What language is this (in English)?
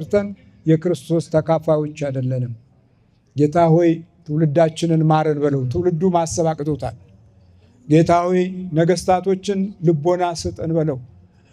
Amharic